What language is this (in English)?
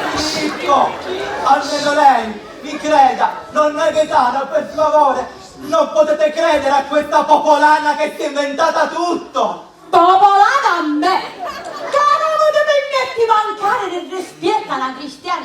Sicilian